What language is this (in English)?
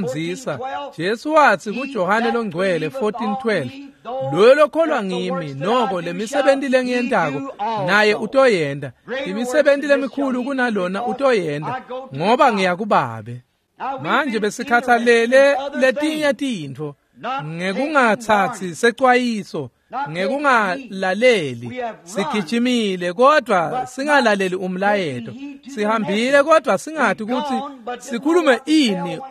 Swati